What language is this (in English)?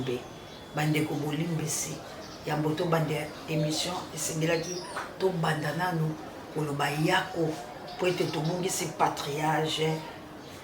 Lingala